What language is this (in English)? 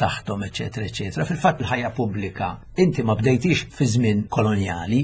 Maltese